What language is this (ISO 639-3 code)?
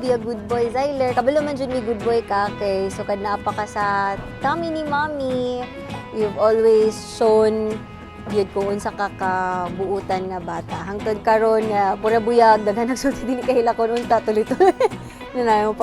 ceb